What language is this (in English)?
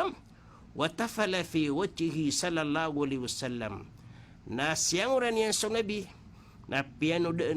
Maranao